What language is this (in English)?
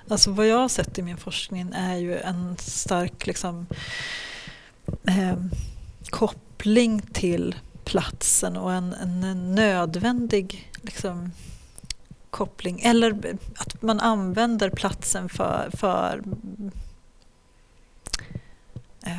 Swedish